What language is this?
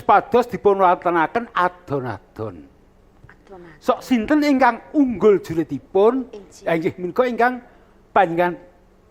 Javanese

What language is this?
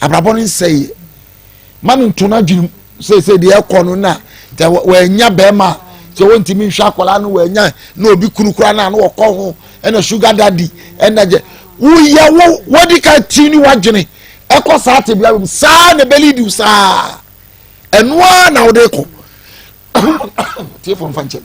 Akan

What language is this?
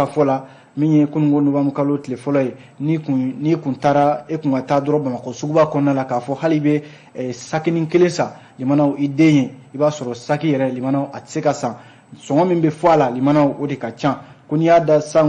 Bambara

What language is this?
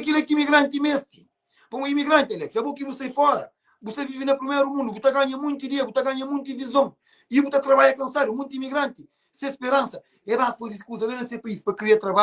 Kabuverdianu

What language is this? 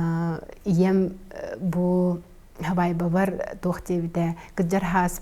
Yakut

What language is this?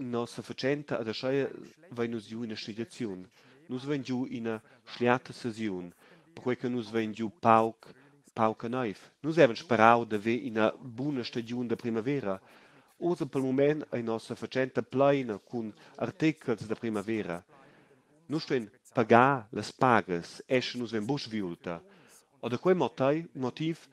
Romansh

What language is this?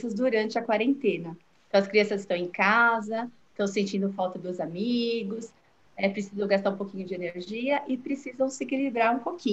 Portuguese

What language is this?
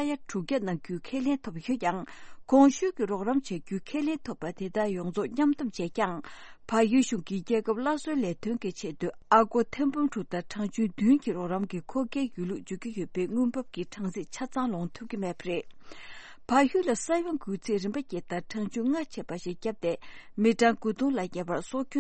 Tibetan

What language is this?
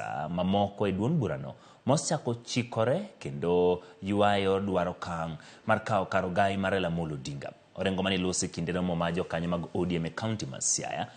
Luo (Kenya and Tanzania)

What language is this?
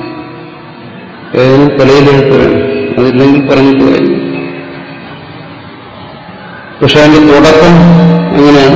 Malayalam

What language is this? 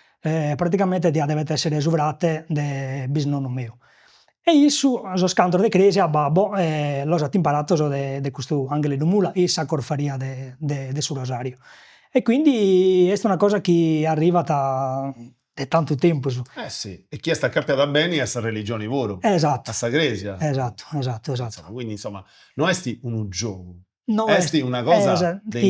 Sardinian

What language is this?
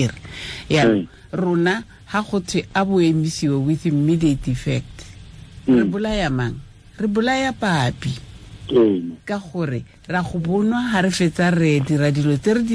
Tswana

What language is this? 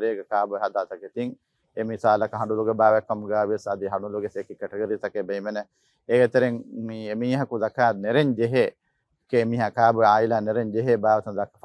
Divehi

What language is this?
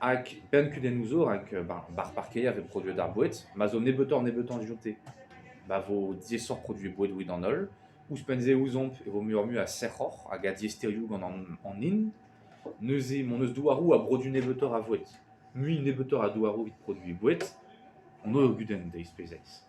Breton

